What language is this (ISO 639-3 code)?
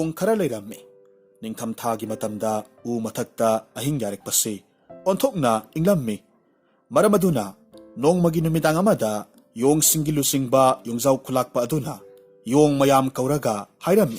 mni